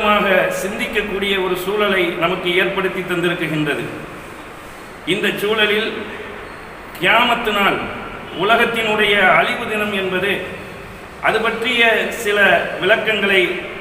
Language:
Tamil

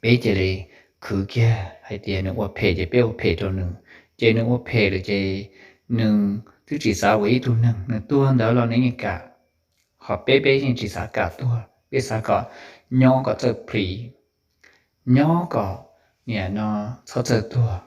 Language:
Hmong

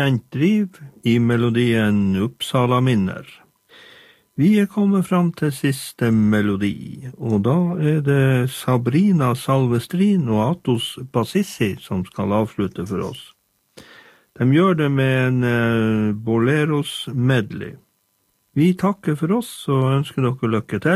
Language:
Norwegian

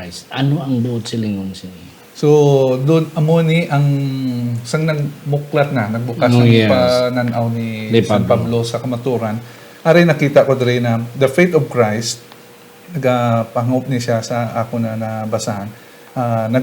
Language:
Hiligaynon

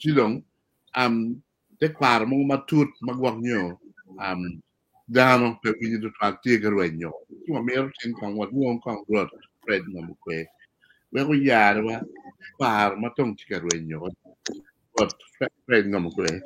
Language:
Acoli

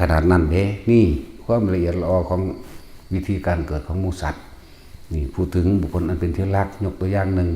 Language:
Northeastern Thai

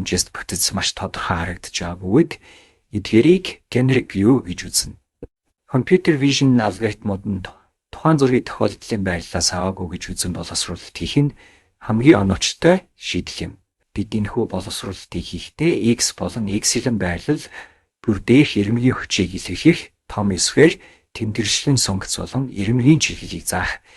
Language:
Mongolian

